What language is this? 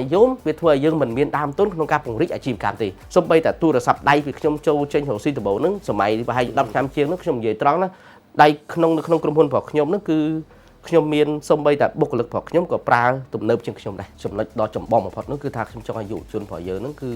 Khmer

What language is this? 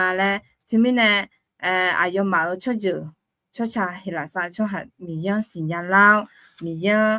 Akha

